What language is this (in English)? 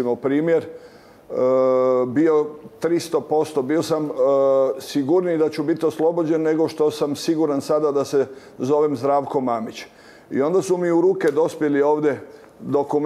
Croatian